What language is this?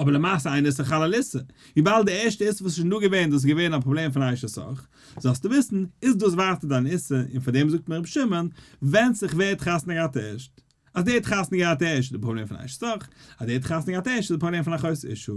Yiddish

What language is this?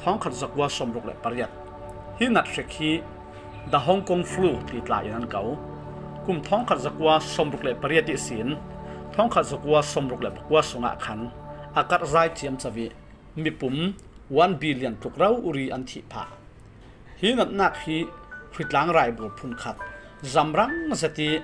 Falam Chin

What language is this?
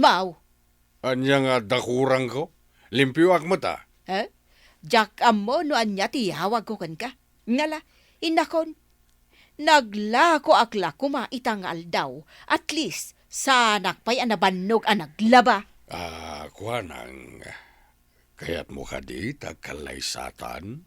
Iloko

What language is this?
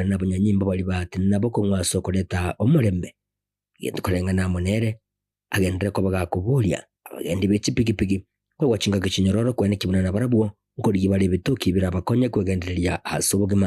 Gusii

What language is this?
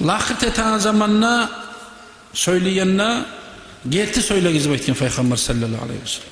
Kumyk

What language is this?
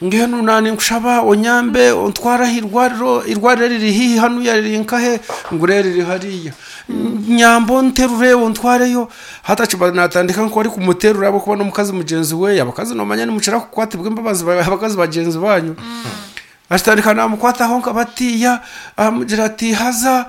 Nyankole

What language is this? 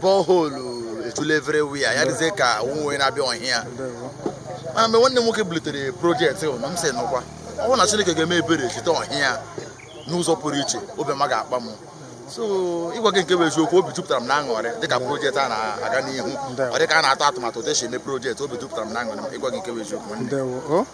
Igbo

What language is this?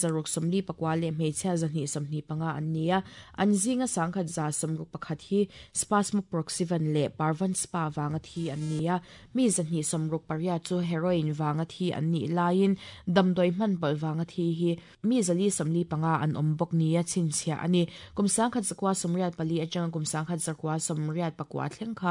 Mizo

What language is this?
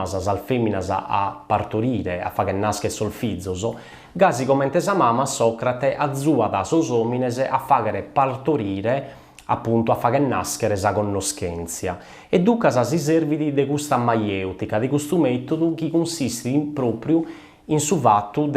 Sardinian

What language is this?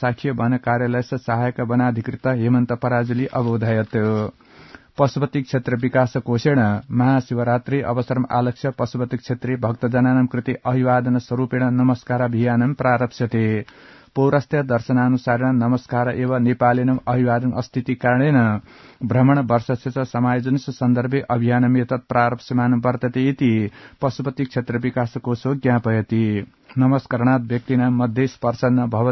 Sanskrit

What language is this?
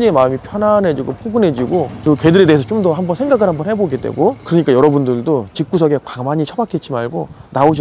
Korean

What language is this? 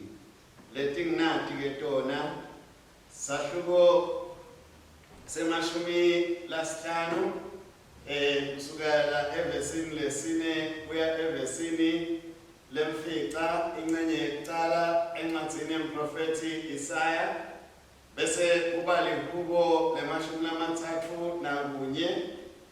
Swati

